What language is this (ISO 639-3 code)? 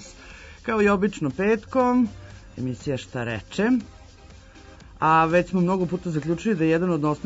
srp